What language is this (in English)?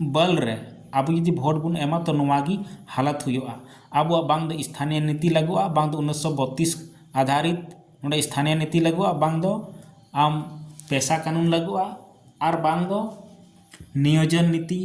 Santali